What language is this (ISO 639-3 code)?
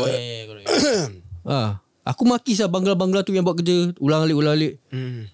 msa